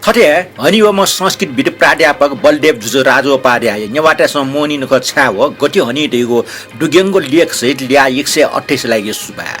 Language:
Newari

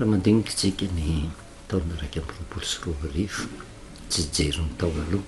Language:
Malagasy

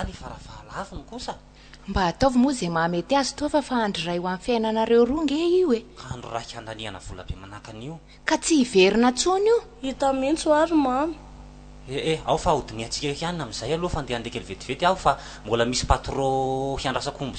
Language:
Malagasy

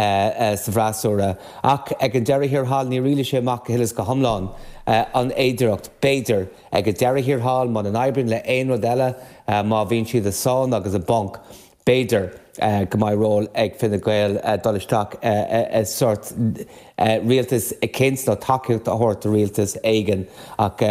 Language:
Irish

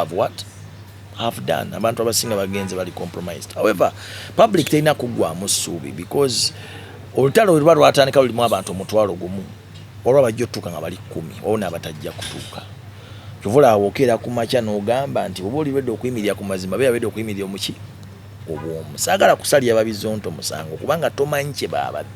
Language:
Ganda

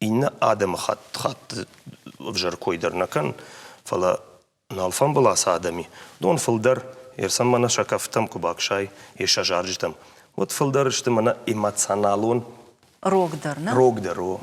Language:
Ossetic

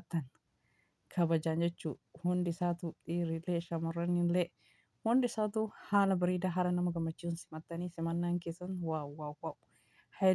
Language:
Oromo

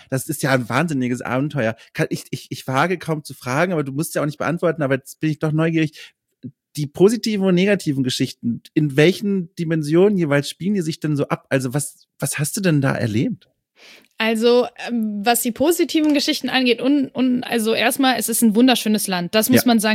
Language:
German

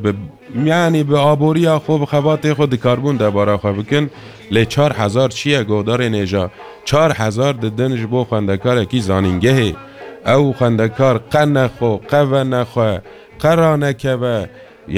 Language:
Kurdish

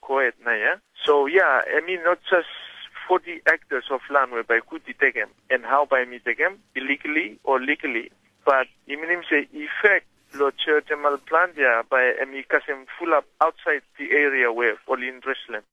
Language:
Tok Pisin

